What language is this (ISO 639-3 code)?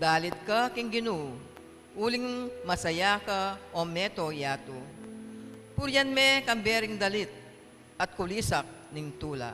pam